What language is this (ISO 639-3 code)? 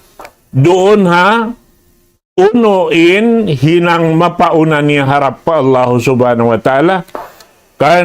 tsg